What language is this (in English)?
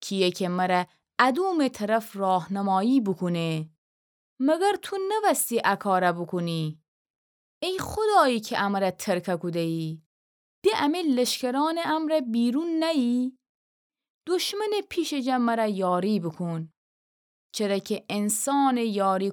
Gilaki